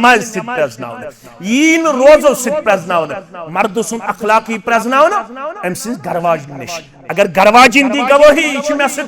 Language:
Kashmiri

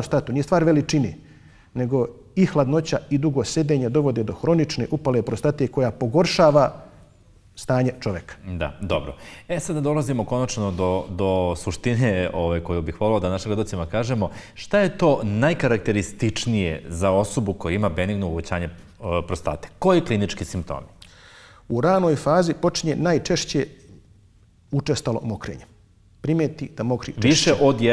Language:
Bosnian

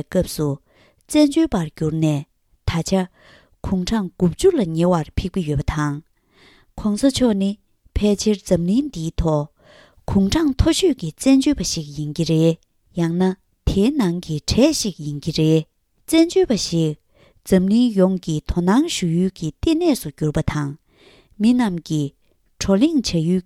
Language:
Tibetan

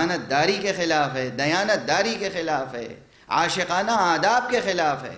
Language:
Urdu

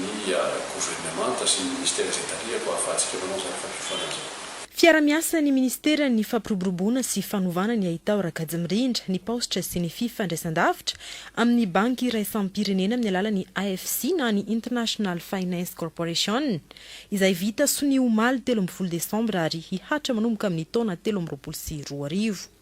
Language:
Malagasy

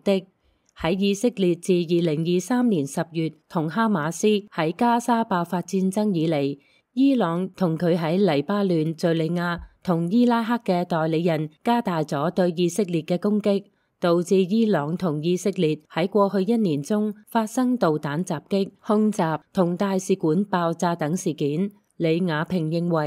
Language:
Cantonese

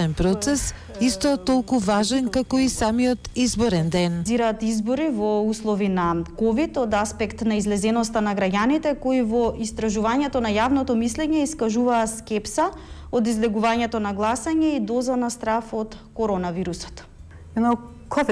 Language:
Macedonian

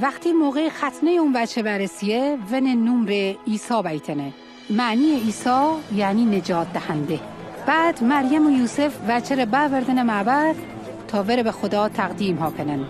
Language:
Mazanderani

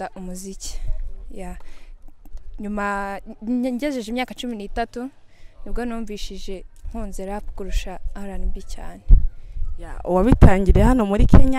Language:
Kinyarwanda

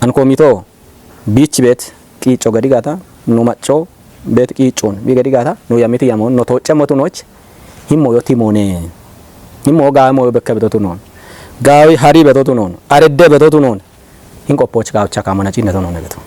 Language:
Kafa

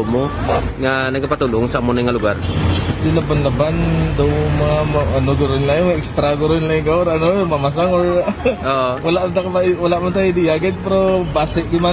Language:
Hiligaynon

